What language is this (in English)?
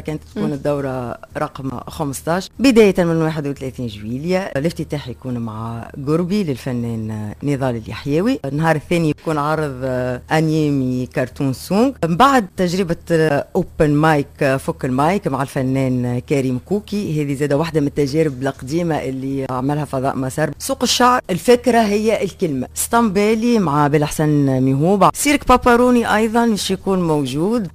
Tunisian Arabic